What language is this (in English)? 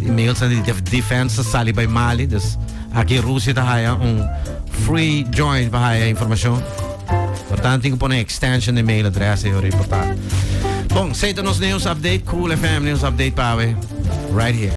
Papiamento